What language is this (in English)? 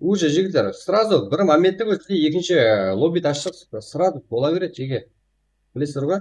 Kara-Kalpak